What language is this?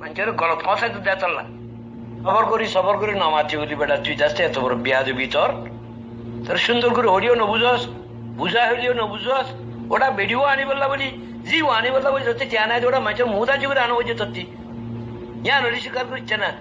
Rohingya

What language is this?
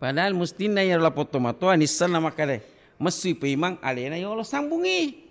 Buginese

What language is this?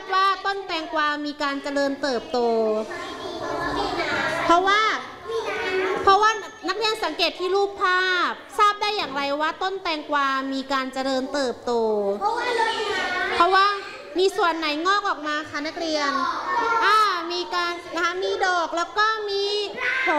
Thai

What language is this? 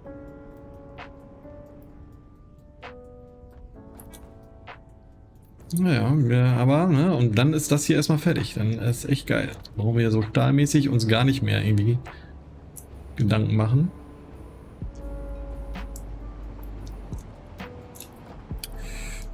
German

